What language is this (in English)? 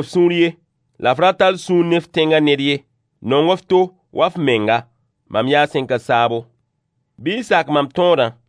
Mossi